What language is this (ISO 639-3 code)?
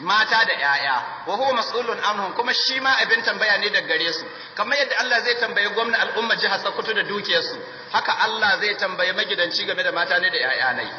hau